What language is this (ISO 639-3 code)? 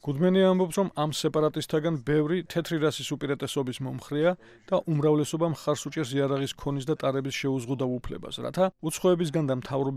kat